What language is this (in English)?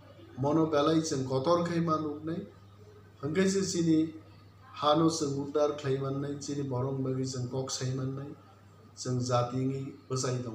Kok Borok